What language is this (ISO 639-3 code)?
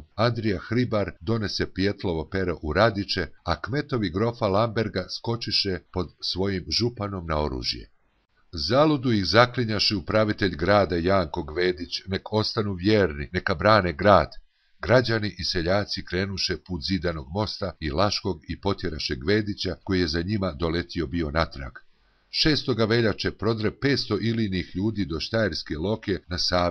hrv